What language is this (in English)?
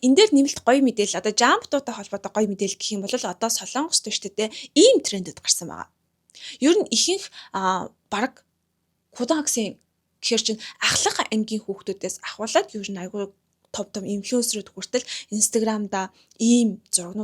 Mongolian